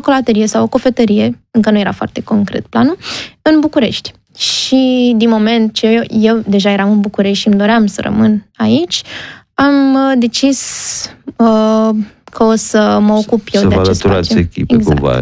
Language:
Romanian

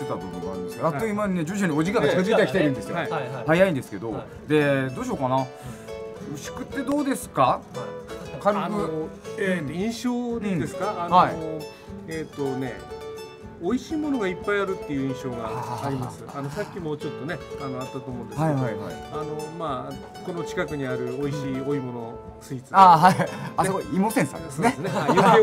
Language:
Japanese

